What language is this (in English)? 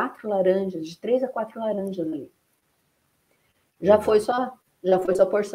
Portuguese